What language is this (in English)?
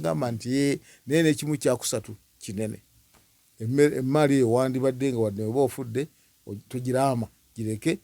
Ganda